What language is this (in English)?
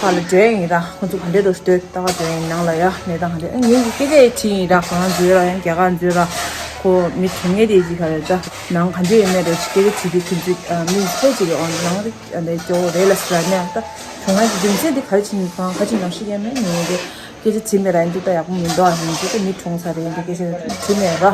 Tibetan